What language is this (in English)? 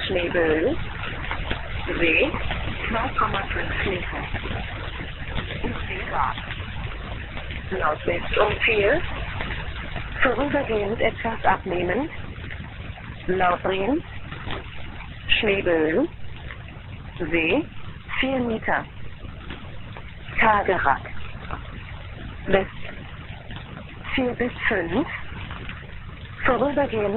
German